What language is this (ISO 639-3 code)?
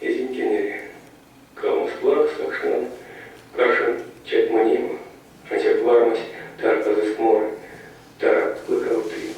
myv